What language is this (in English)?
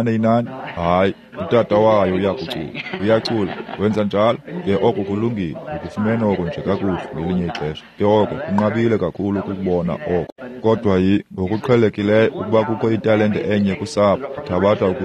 Xhosa